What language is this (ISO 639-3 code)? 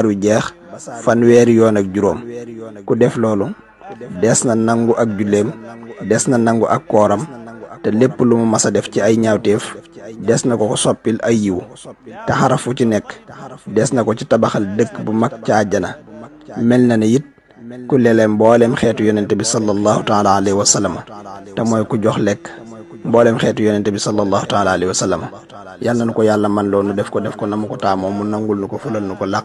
wol